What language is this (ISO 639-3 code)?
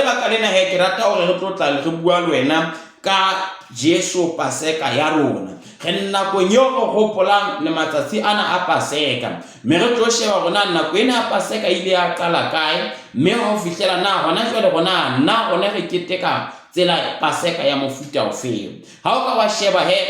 sot